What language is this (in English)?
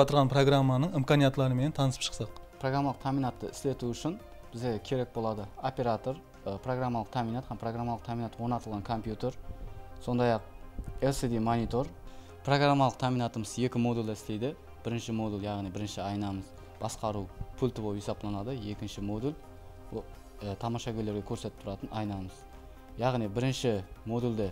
Kara-Kalpak